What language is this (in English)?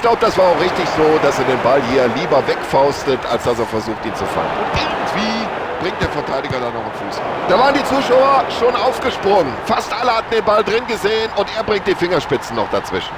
Bavarian